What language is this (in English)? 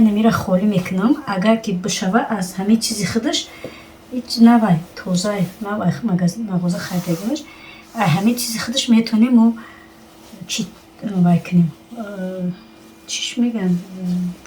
Tajik